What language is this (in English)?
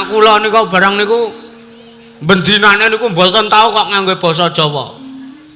Javanese